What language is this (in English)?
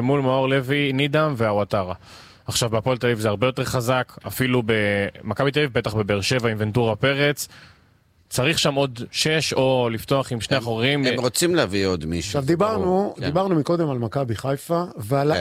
Hebrew